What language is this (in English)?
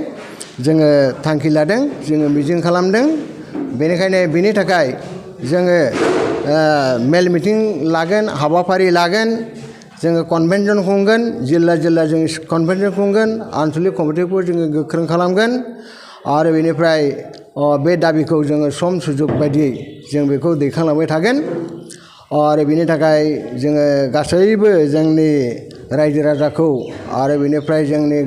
Bodo